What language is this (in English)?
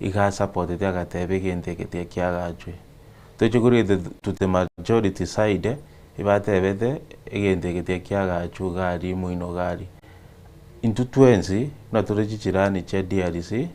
Gusii